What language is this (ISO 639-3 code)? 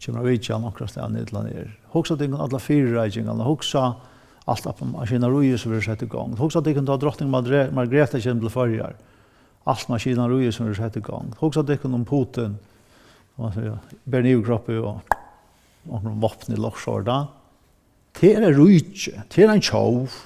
fao